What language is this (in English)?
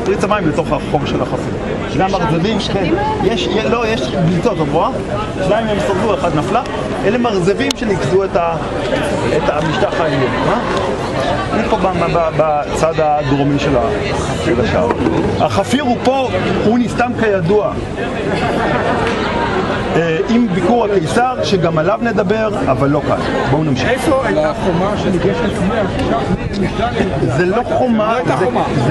Hebrew